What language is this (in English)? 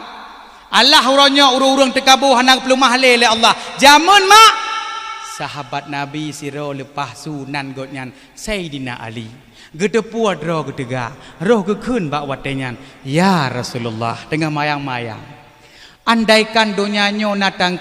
Achinese